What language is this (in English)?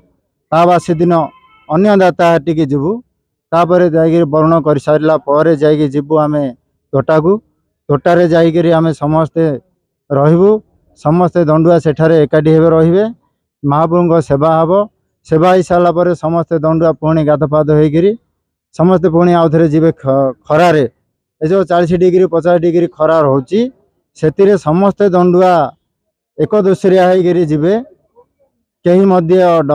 Odia